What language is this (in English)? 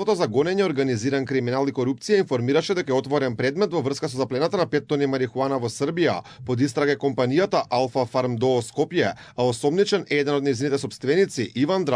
Macedonian